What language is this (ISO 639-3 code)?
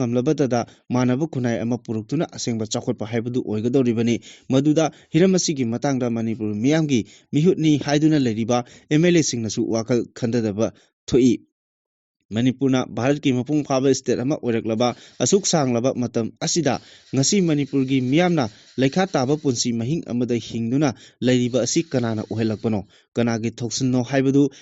mni